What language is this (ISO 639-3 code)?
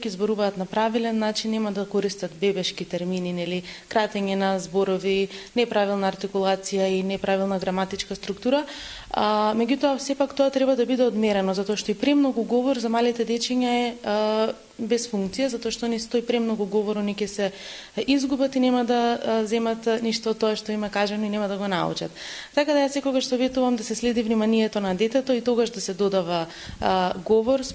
mkd